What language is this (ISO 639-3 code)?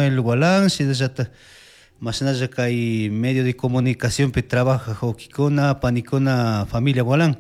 qug